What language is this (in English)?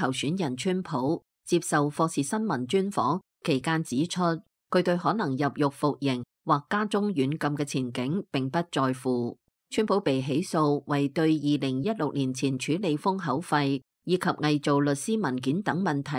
Cantonese